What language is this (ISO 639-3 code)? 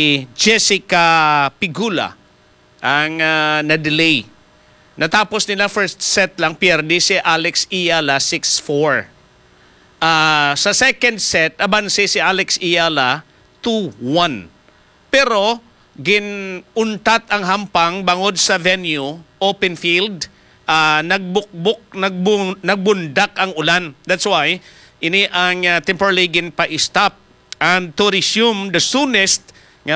hil